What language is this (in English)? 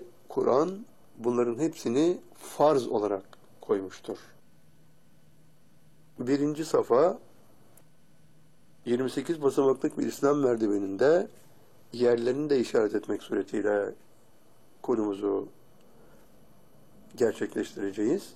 Turkish